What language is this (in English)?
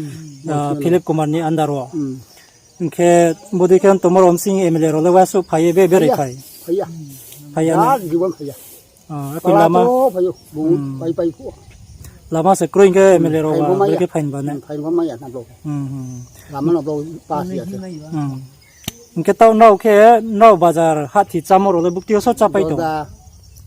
Riang (India)